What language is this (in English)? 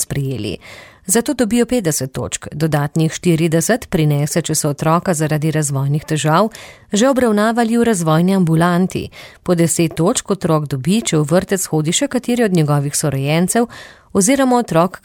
Slovenian